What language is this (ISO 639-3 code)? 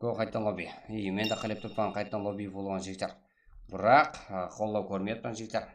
kaa